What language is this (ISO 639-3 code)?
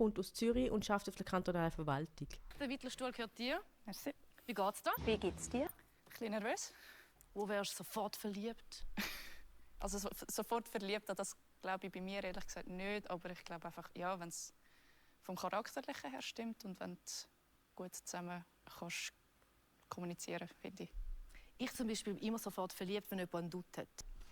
gsw